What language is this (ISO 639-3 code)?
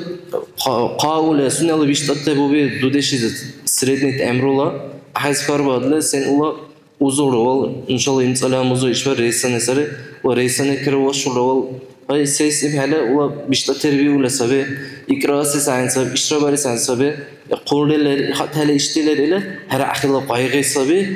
dar